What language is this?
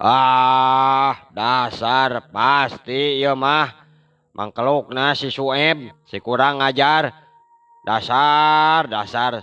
Sundanese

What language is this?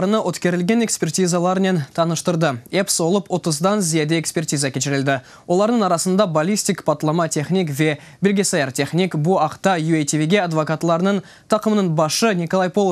Crimean Tatar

